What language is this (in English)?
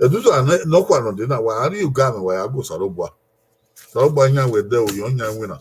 Bini